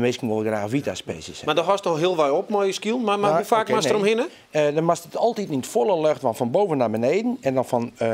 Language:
Western Frisian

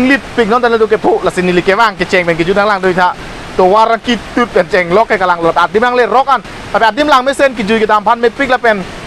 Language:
Karbi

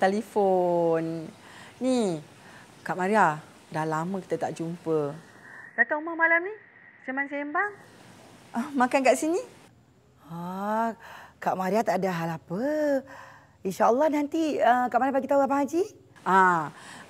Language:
Malay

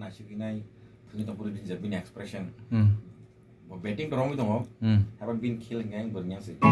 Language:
Kok Borok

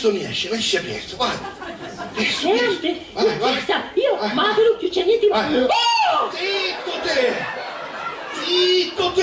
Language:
Sicilian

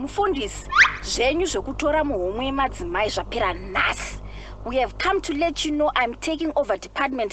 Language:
Shona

